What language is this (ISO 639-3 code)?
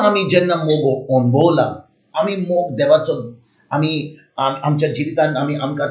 kok